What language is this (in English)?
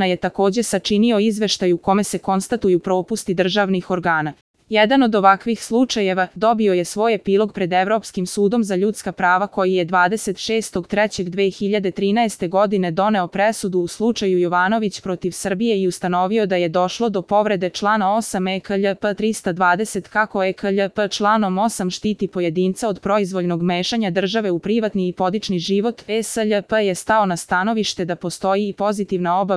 Serbian